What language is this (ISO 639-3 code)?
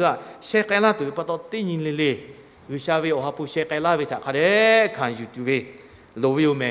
lhu